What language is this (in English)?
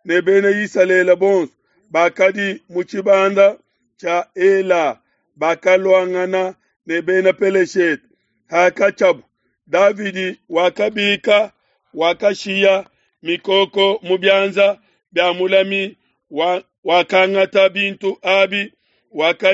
Luba-Lulua